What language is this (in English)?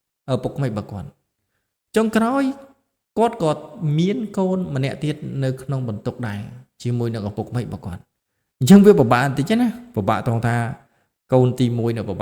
Khmer